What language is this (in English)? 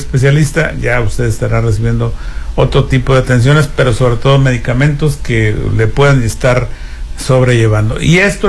Spanish